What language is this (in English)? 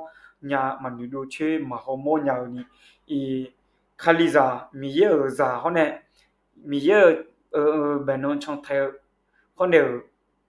Akha